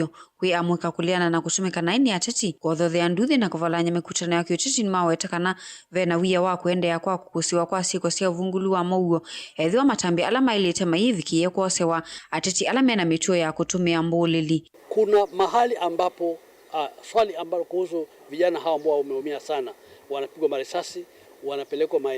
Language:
Kamba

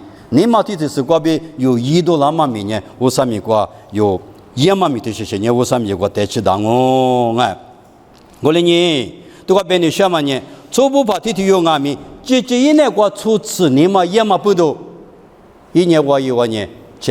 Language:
Lisu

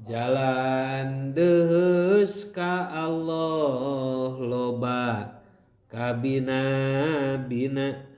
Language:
Sundanese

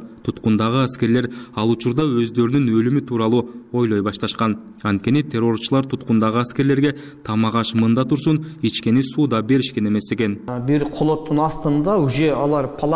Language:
Kyrgyz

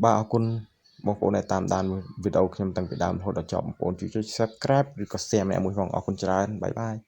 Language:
Khmer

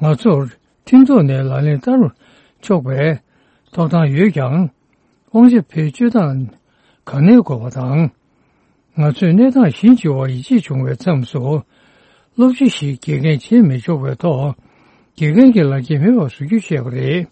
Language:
Tibetan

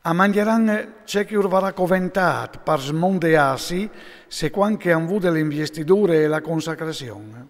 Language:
Friulian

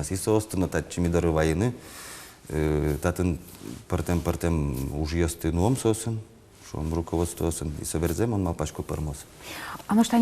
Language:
Udmurt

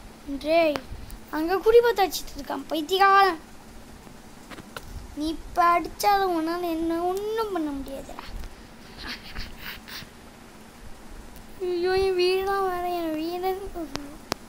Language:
Tamil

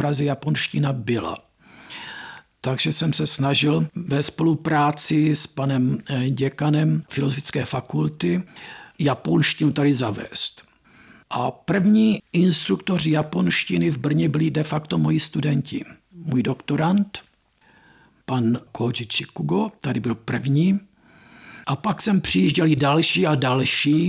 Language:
Czech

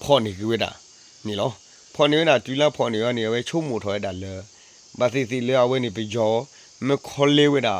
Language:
S'gaw Karen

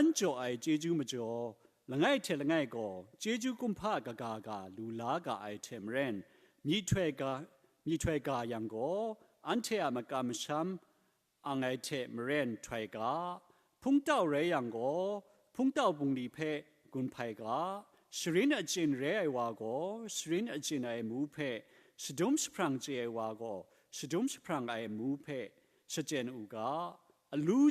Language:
Kachin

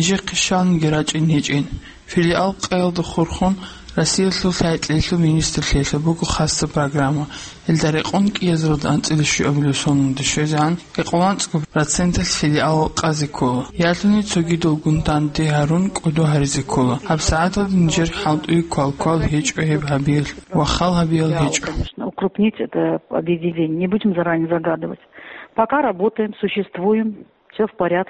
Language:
Avaric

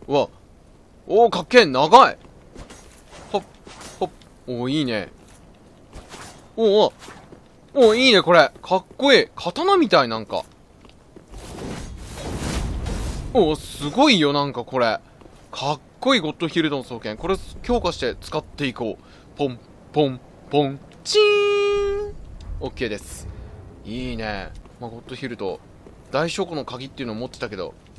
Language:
Japanese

